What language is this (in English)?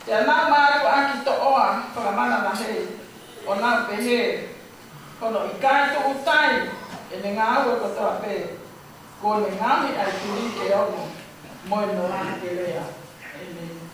Tongan